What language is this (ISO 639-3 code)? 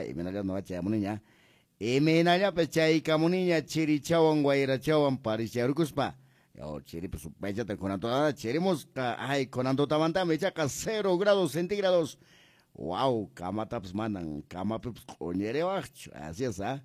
que